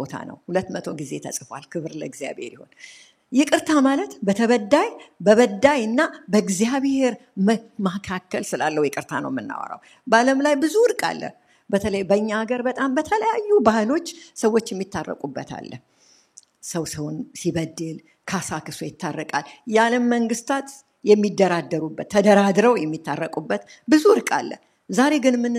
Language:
Amharic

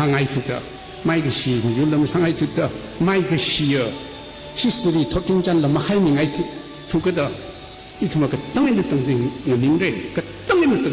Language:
Tangkhul Naga (India)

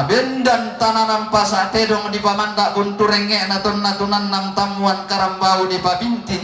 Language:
Toraja-Sa'dan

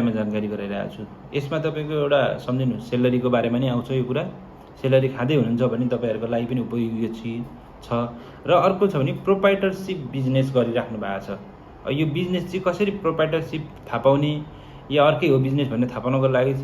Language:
Nepali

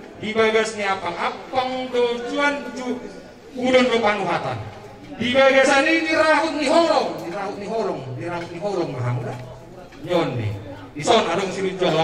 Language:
Batak Toba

